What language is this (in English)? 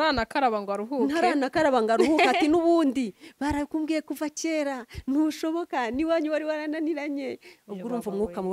Kinyarwanda